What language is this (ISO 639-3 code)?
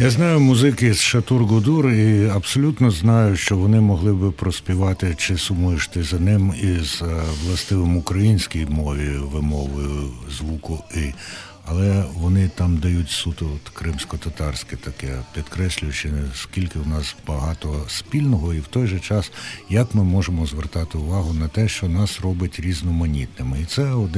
ukr